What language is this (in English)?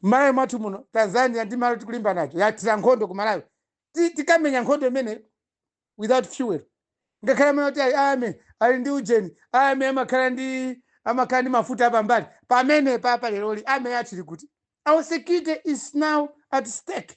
Nyanja